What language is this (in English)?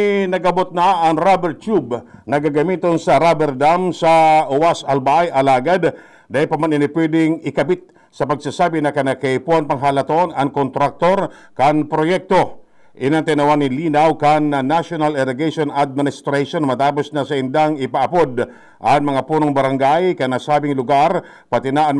Bikol